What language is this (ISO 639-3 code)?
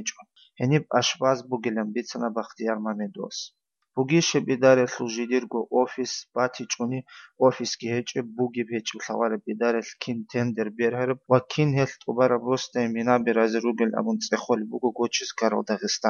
ava